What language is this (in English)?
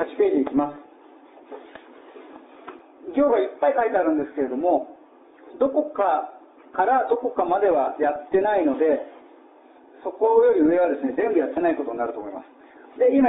Japanese